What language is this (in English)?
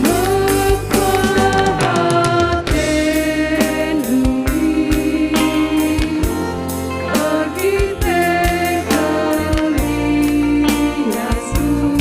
Batak Karo